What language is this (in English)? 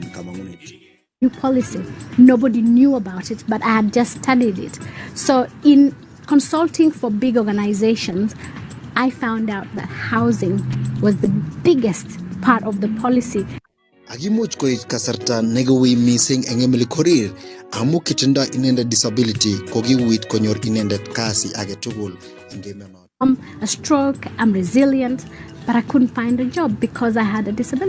Kalenjin